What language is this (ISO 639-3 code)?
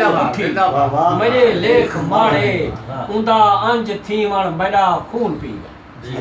skr